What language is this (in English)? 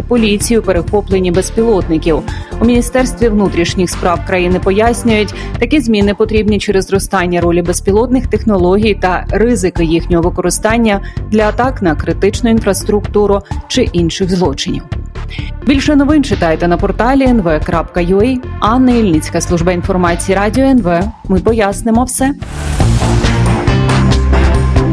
Ukrainian